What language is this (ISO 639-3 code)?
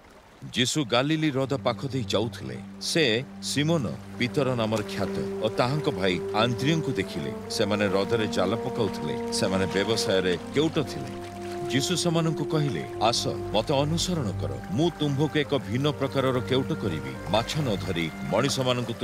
ori